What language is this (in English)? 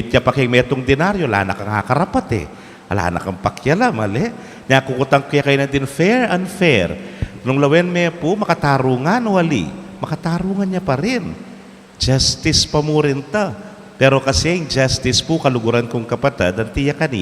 Pampanga